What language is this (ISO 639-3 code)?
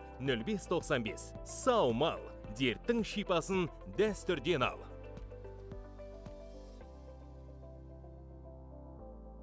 kaz